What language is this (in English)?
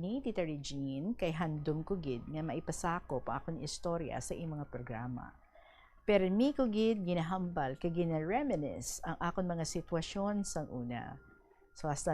Hiligaynon